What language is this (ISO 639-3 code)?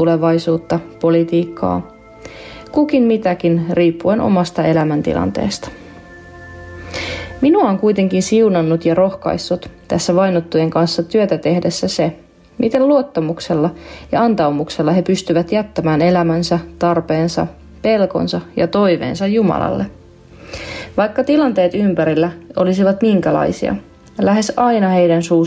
fin